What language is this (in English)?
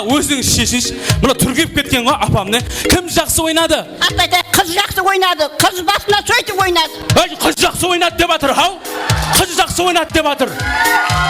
Kara-Kalpak